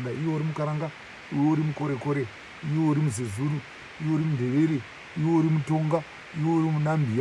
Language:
Shona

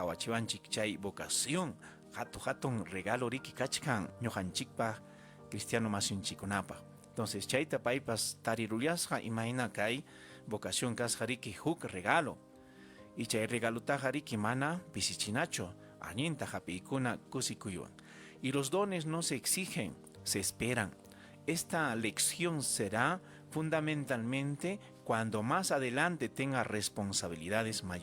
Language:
Ayacucho Quechua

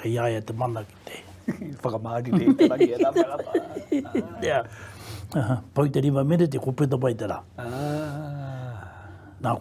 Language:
Māori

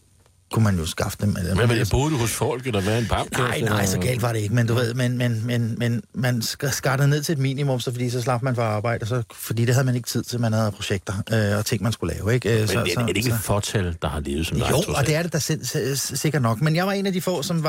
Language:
Danish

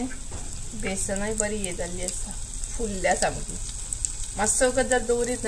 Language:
Konkani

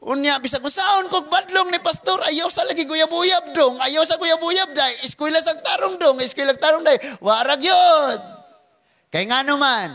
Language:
Cebuano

